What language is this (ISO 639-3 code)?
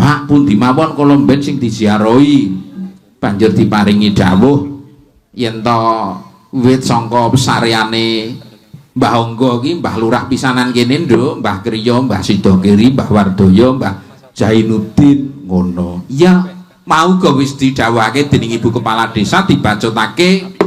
jav